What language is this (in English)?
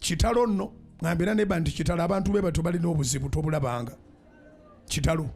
Ganda